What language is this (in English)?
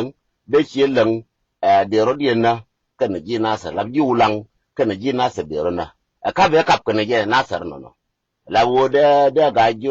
Nuer